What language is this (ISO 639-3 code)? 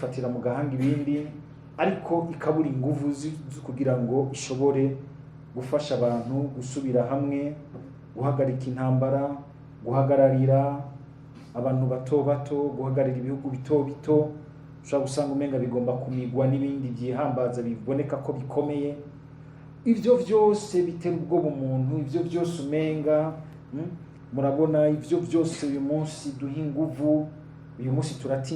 run